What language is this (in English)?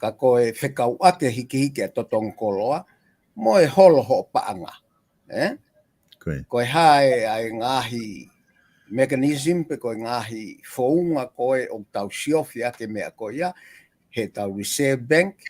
Tongan